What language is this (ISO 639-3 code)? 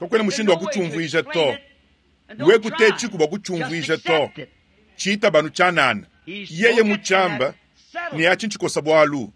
lua